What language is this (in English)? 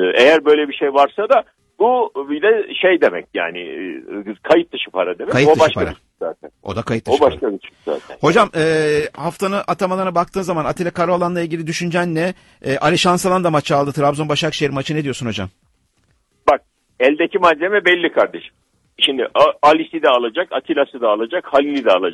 Turkish